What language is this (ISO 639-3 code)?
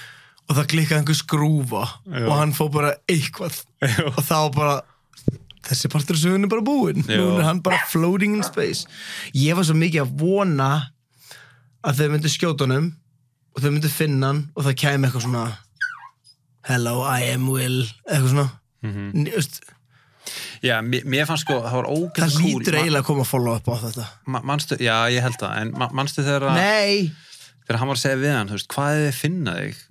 isl